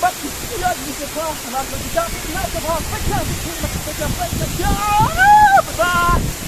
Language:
Khasi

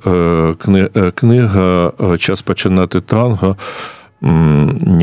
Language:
Ukrainian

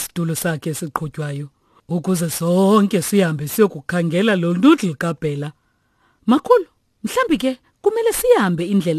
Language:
Xhosa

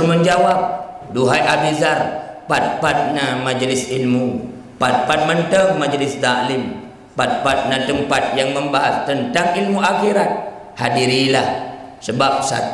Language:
Achinese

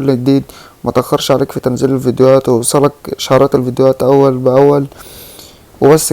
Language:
Egyptian Arabic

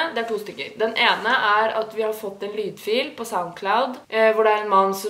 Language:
Norwegian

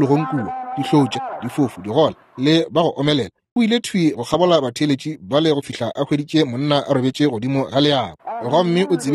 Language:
Northern Sotho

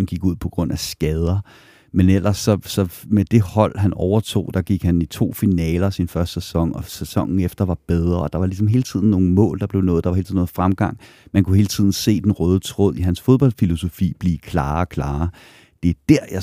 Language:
Danish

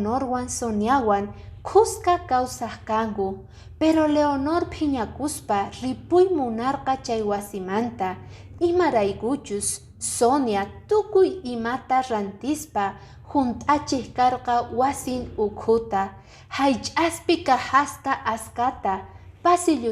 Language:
Quechua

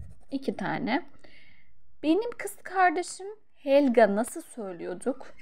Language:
Turkish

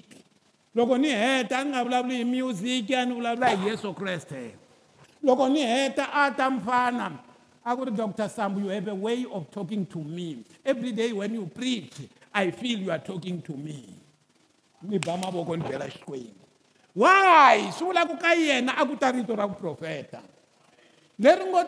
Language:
Tsonga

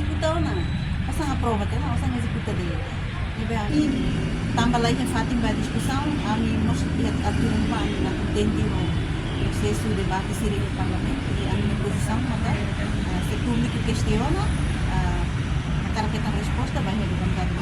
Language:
Tetum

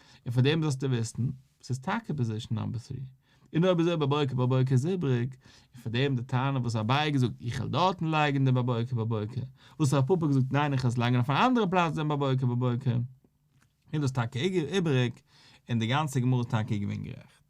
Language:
Yiddish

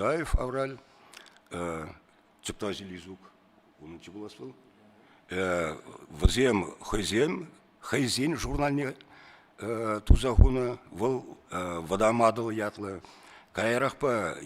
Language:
Chuvash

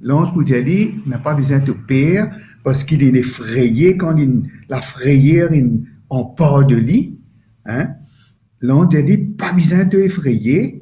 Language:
Morisyen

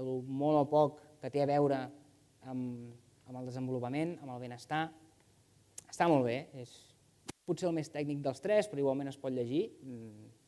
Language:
Catalan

